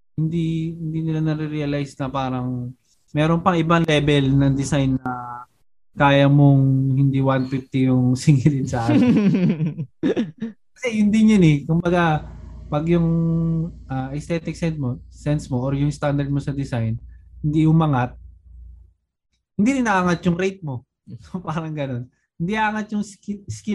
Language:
Filipino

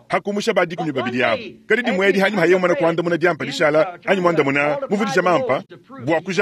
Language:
Luba-Lulua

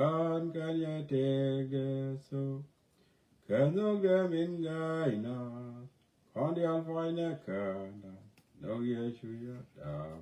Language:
Nuer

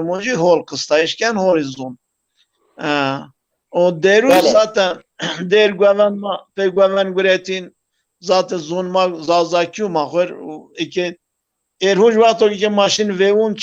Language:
Zaza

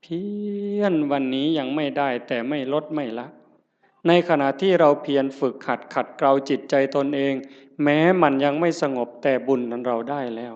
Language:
Northeastern Thai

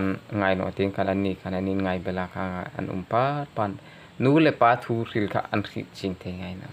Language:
Hmar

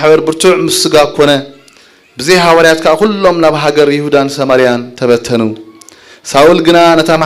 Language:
Tigrinya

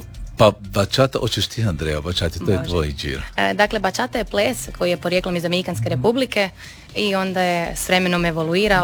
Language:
Croatian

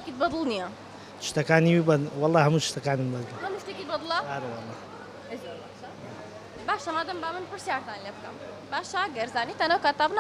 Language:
Central Kurdish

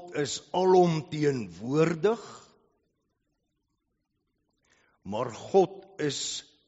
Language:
Afrikaans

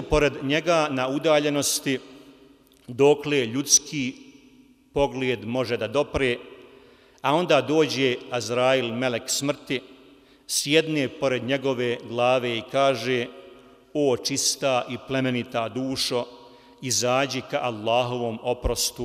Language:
Bosnian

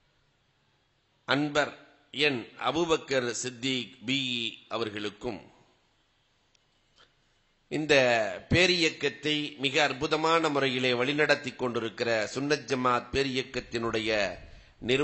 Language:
Tamil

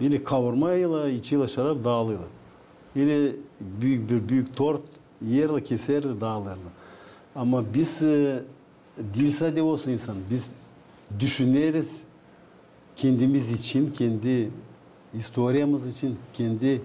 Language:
Gagauz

